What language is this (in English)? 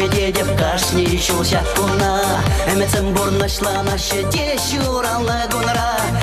Chuvash